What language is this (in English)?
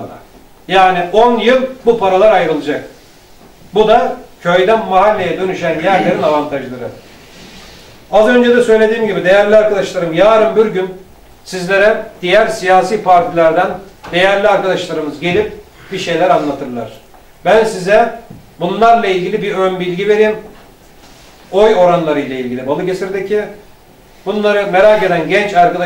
Turkish